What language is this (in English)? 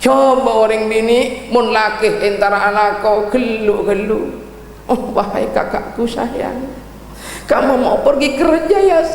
Madurese